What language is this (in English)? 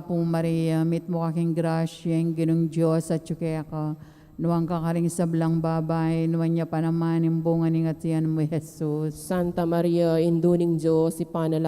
Pampanga